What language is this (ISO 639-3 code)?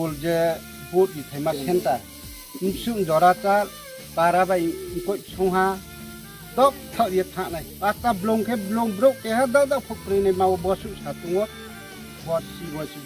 ria